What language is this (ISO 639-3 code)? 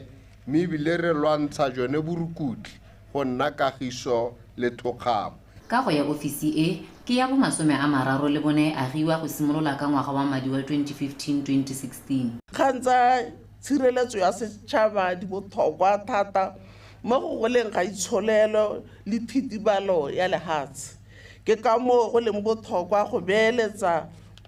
tsn